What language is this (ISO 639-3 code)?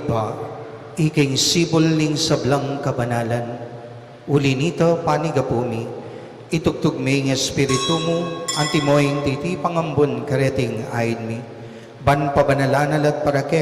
pam